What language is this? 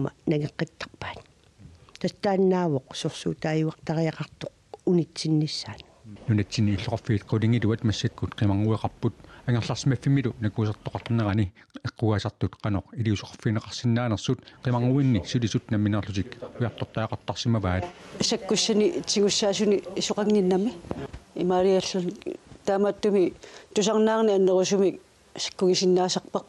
Kalaallisut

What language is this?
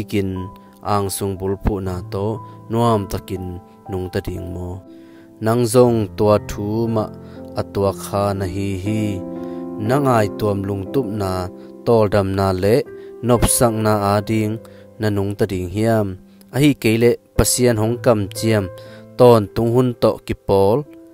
Tedim Chin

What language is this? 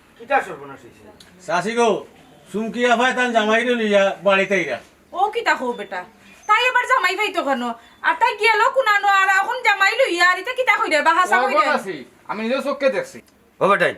Sylheti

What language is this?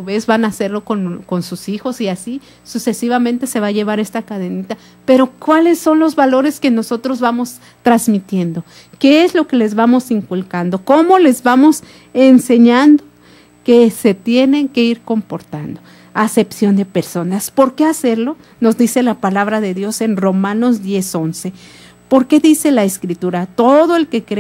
Spanish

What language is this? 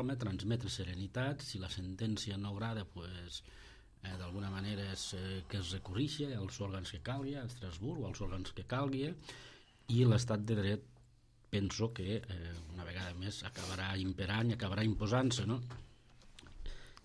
Catalan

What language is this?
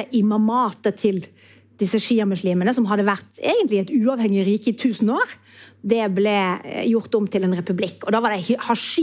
Norwegian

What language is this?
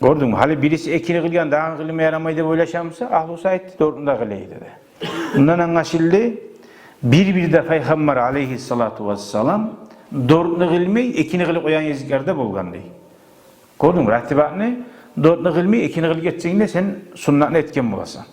Kumyk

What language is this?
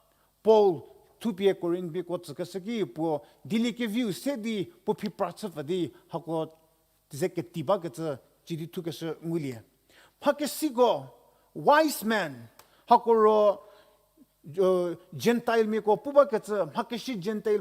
Angami Naga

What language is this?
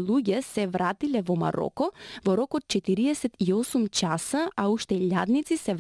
Macedonian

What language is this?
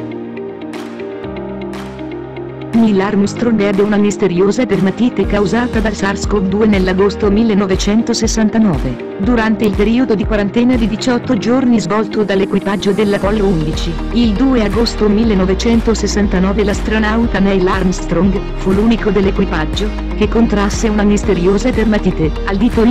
Italian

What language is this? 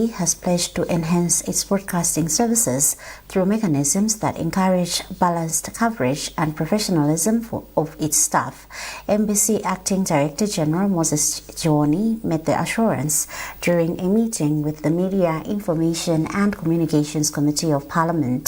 English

